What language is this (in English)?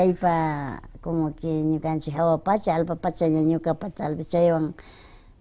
Imbabura Highland Quichua